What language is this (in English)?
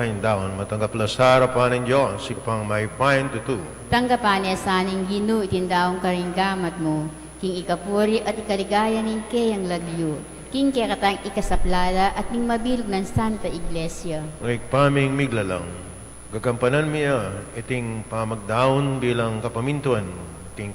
Pampanga